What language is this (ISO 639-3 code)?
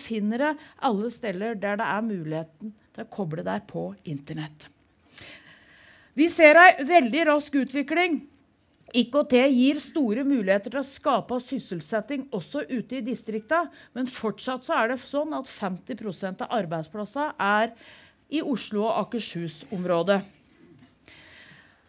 nor